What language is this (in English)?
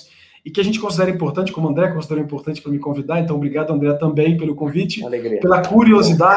Portuguese